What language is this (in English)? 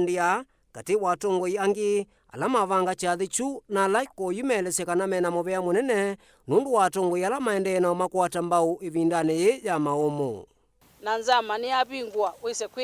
Kamba